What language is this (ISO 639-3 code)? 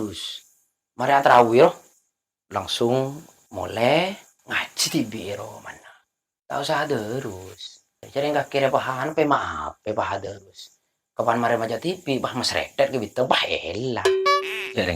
mad